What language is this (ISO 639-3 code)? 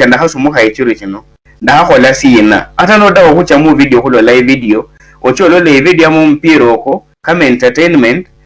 luy